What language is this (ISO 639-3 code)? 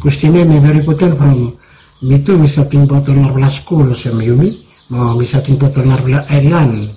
bis